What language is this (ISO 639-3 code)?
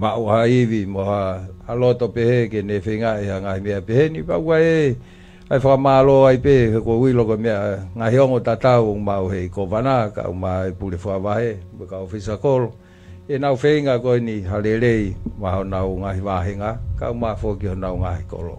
ton